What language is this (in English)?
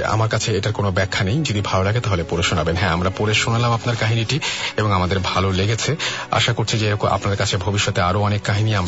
Bangla